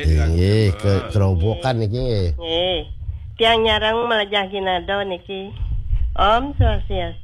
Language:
Balinese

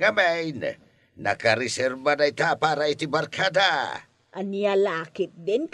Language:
Iloko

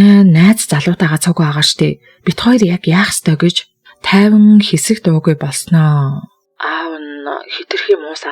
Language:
Mongolian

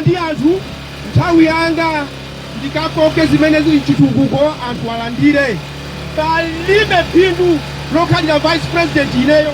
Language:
Nyanja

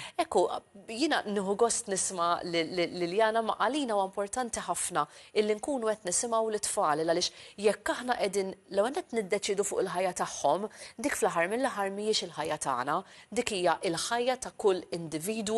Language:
Maltese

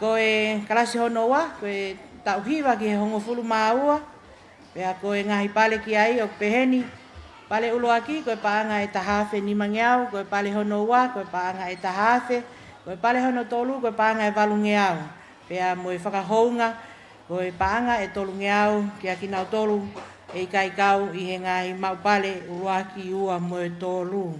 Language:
Tongan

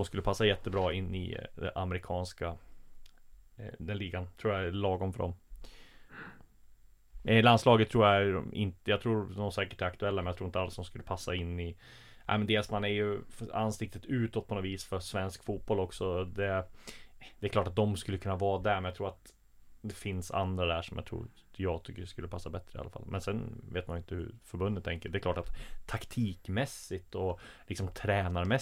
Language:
Swedish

